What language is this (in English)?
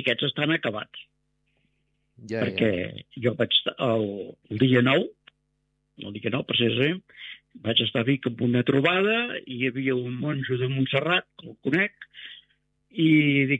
Catalan